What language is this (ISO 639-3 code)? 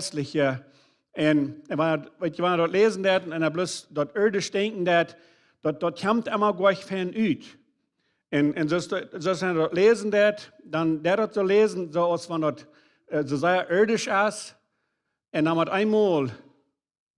pdt